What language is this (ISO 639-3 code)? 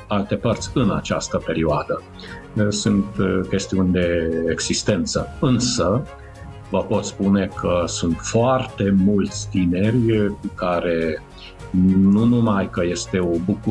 ron